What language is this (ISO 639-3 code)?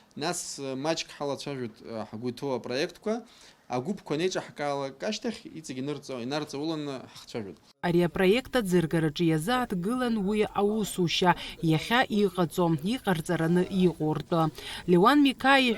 abk